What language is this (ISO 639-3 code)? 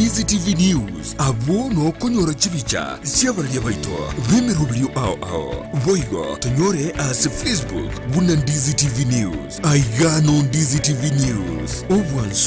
guz